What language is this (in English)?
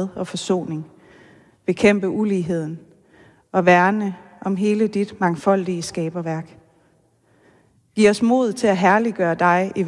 Danish